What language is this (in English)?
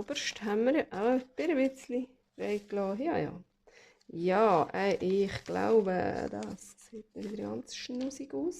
Swiss German